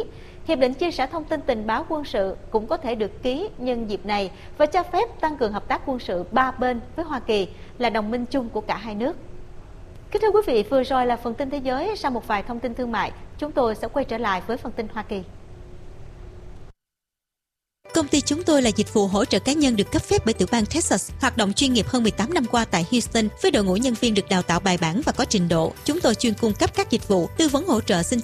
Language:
Vietnamese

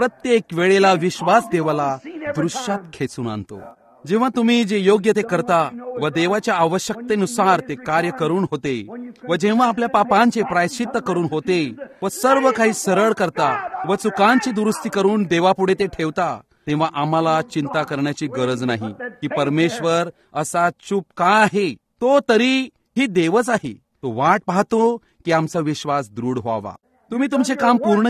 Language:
Marathi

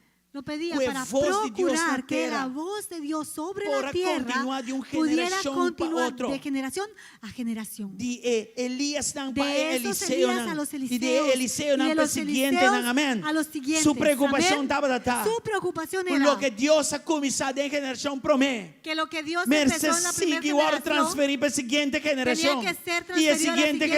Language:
Papiamento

